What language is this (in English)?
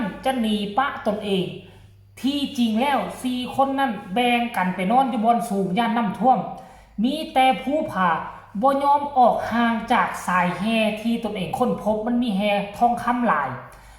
Northeastern Thai